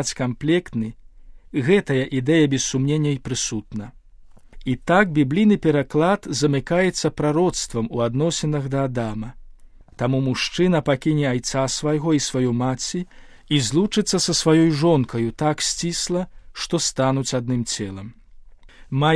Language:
Belarusian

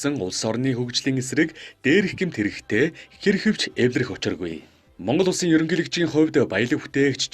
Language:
Mongolian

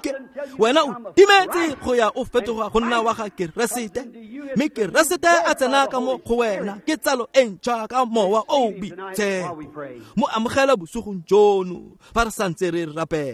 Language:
Tswana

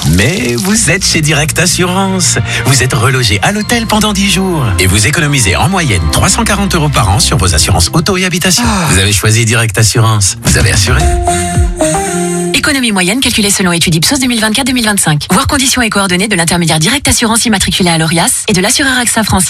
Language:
French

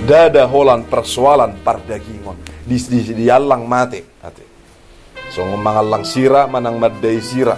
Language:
Batak Toba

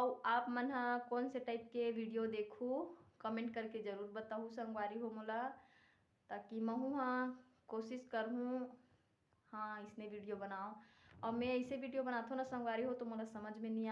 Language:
Chhattisgarhi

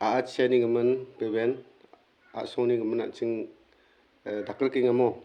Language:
Garo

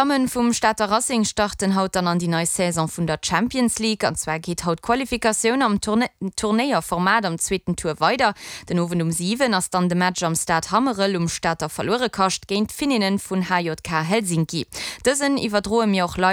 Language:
Luxembourgish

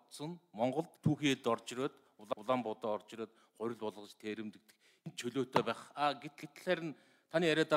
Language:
Mongolian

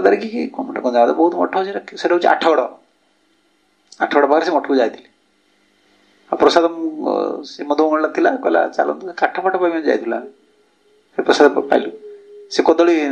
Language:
Odia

